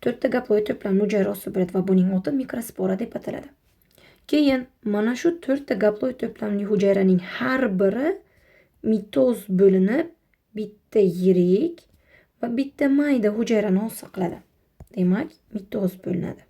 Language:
Uzbek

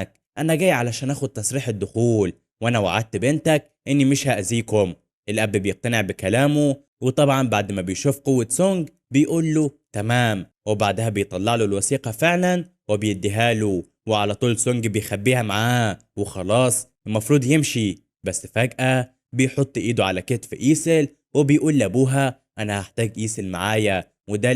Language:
Egyptian Arabic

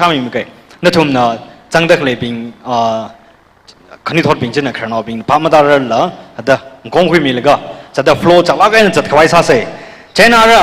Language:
Tangkhul Naga (India)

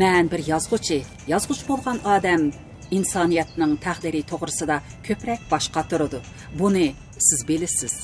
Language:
Uyghur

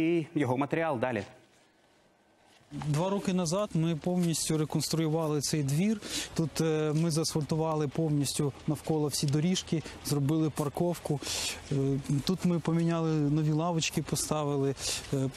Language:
Ukrainian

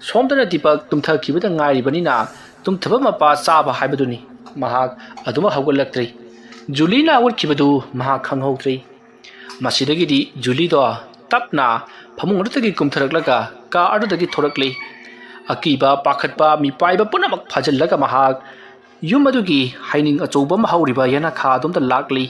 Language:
Manipuri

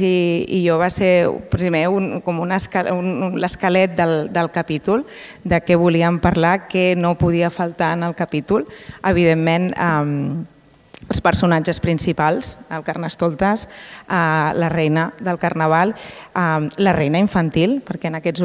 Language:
Catalan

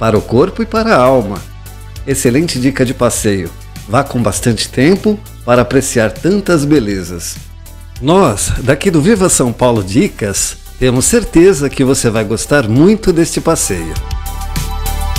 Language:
Portuguese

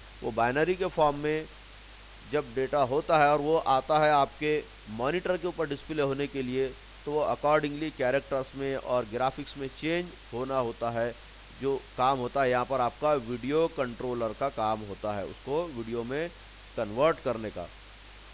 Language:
Hindi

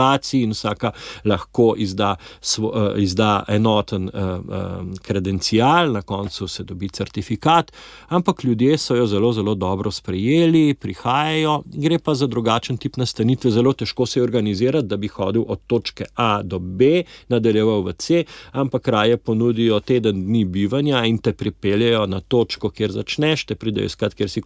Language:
Slovenian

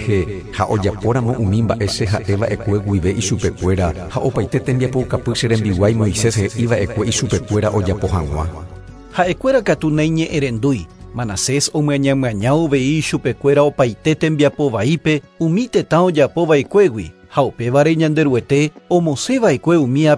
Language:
Guarani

